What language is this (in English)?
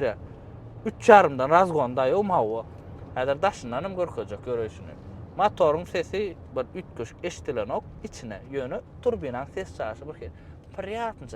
Turkmen